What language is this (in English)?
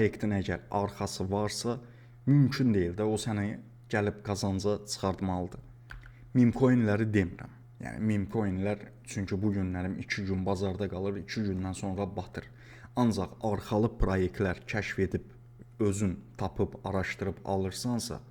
Azerbaijani